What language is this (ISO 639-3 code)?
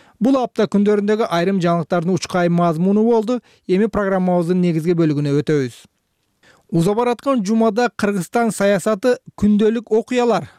kir